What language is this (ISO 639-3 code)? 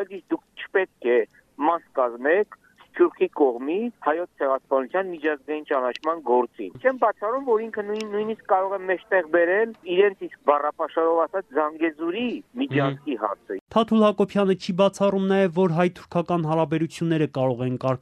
hye